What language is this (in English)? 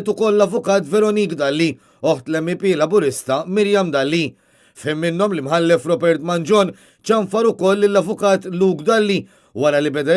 Maltese